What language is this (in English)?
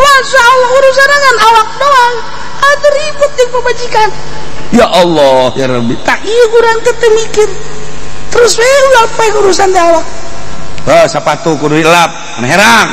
Sundanese